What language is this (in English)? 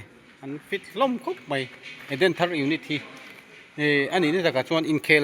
Mizo